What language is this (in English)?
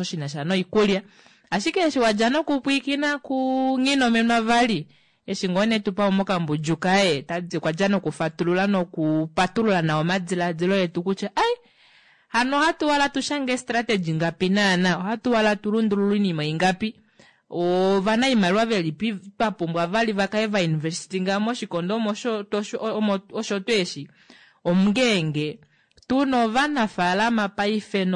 Kuanyama